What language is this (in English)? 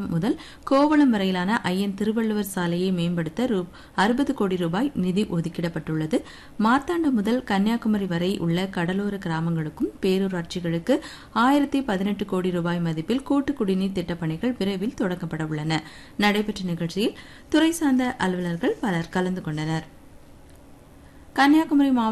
Tamil